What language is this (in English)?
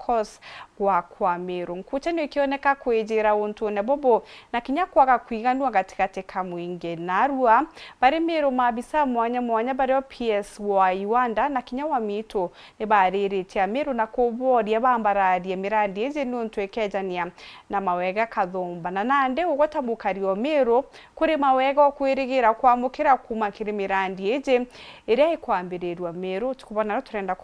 Meru